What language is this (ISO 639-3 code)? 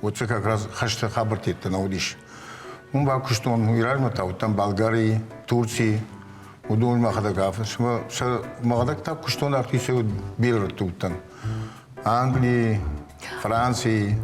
oss